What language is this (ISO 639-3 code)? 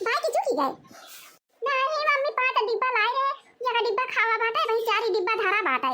awa